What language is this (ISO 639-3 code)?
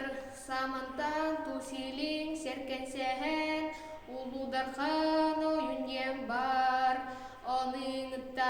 sah